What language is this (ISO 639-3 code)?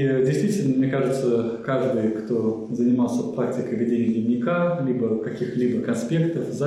rus